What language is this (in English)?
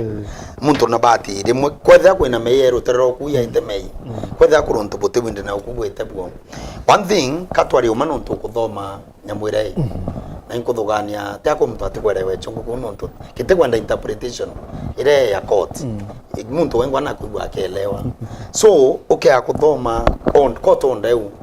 Meru